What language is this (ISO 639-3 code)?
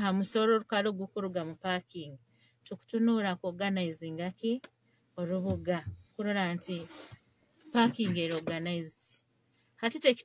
nyo